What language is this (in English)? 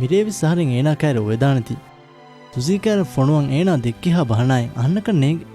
Divehi